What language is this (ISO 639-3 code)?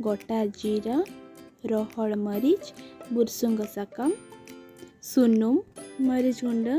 sat